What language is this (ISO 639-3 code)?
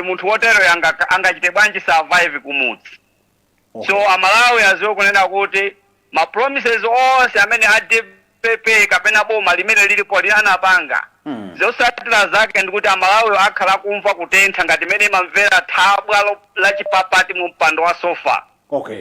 nya